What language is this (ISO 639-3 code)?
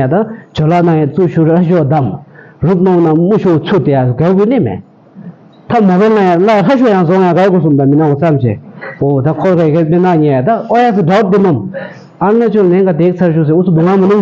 bod